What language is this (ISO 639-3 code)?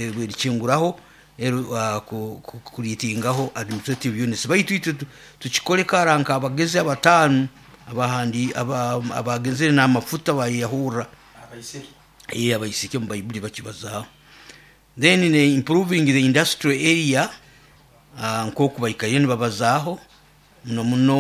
nyo